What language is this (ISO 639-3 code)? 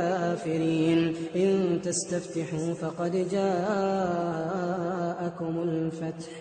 ara